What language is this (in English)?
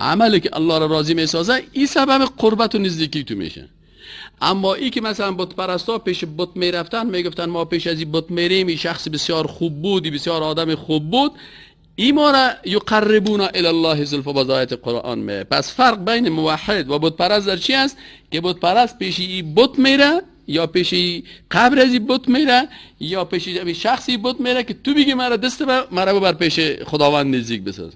Persian